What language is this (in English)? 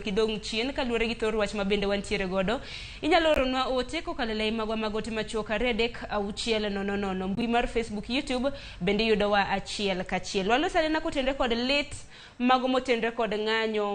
Luo (Kenya and Tanzania)